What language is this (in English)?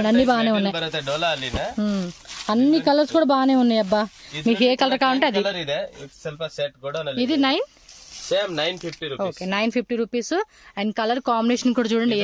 Telugu